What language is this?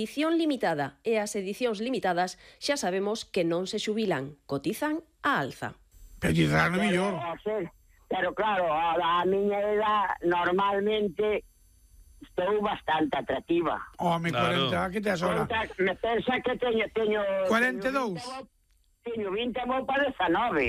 Galician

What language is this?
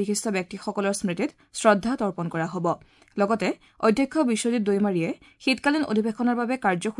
Assamese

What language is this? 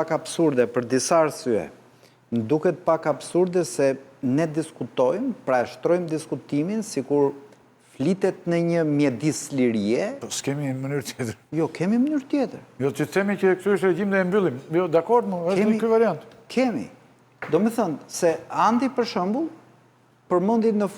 Albanian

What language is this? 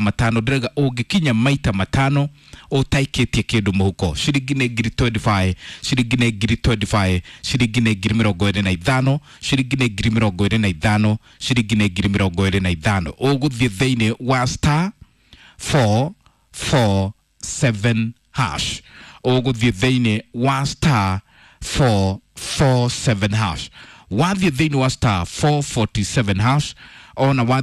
Kikuyu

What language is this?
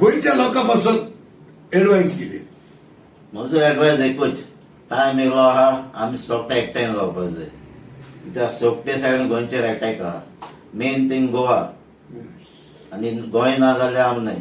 Konkani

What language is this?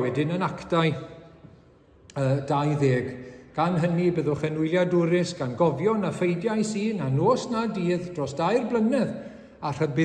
Welsh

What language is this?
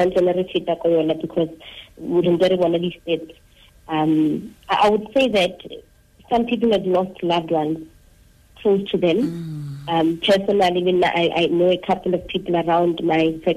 Tswana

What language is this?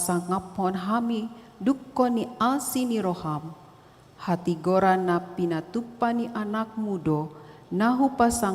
Batak Toba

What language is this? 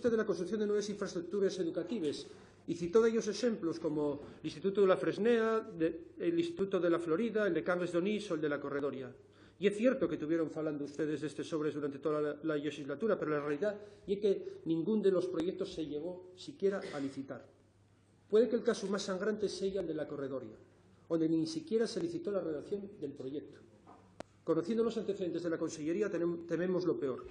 Asturian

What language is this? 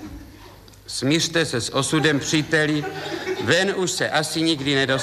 Czech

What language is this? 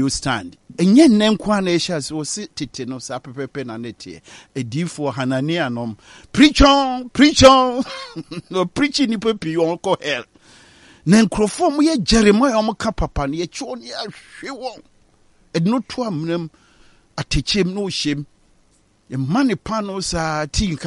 Akan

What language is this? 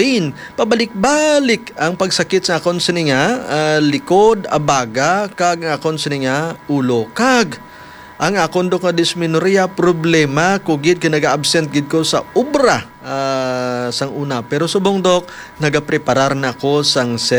Hiligaynon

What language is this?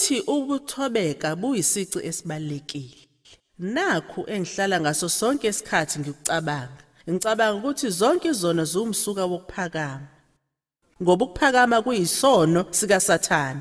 Zulu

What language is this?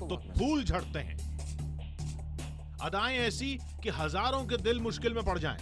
Hindi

